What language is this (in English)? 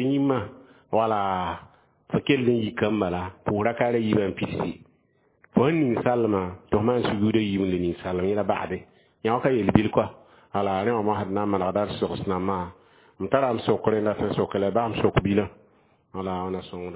Mossi